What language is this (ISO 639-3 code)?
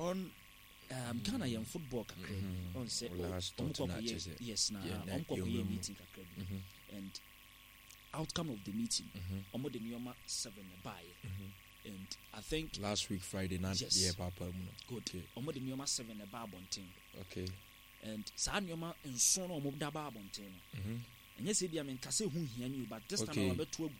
aka